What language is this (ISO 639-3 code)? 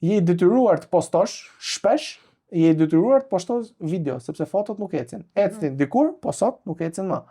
sqi